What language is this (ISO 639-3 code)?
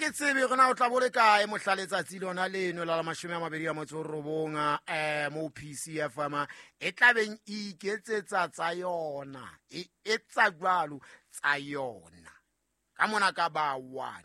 sot